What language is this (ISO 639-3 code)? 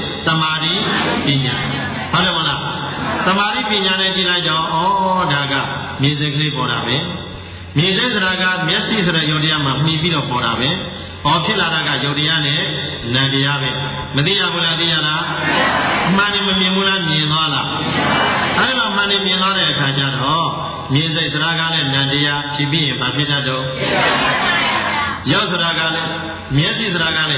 mya